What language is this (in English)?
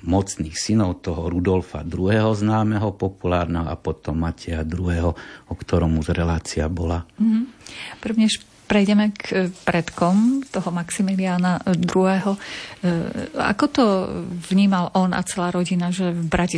Slovak